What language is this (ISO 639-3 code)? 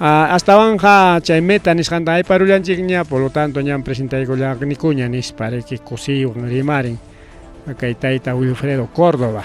quy